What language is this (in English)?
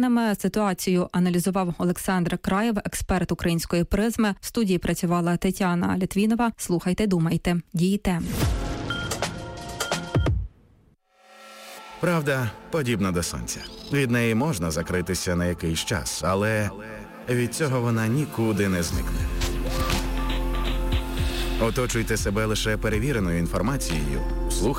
Ukrainian